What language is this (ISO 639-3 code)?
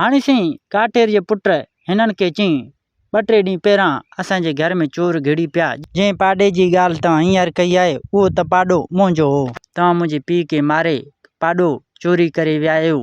snd